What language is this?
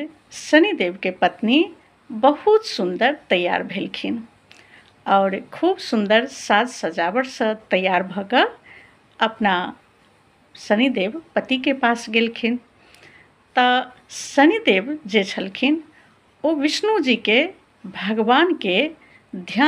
Maithili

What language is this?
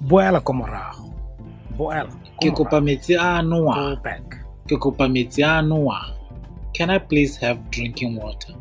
Tswana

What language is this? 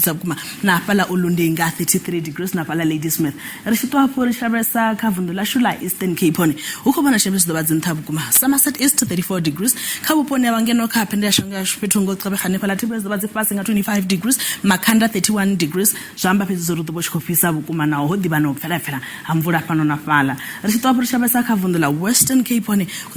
Venda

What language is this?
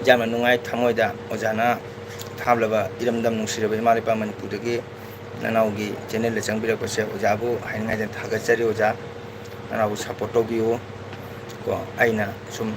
Manipuri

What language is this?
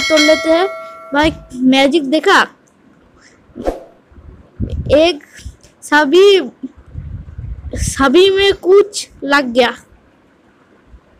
Hindi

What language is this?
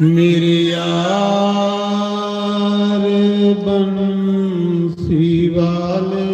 Dogri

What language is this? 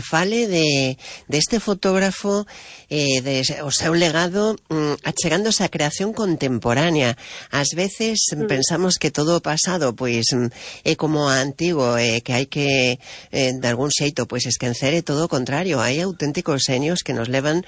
Galician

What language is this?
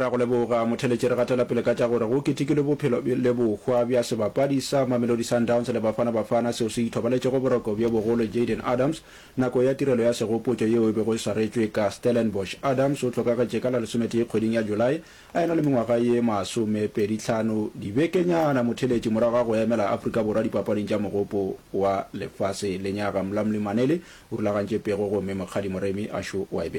Northern Sotho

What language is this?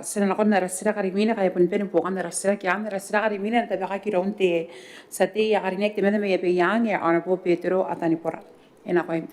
Gilbertese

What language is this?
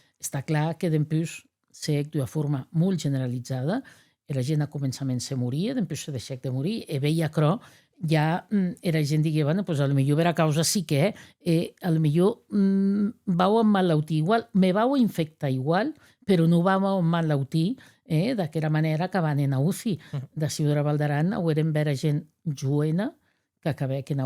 Occitan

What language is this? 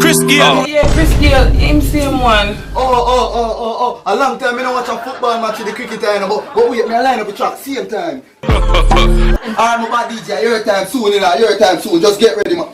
Jamaican Creole English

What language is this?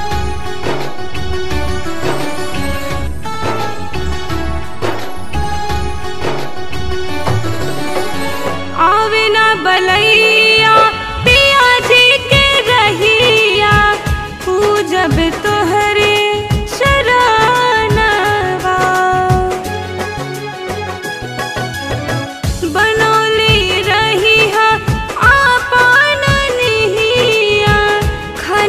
Bhojpuri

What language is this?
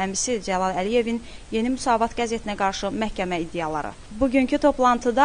Azerbaijani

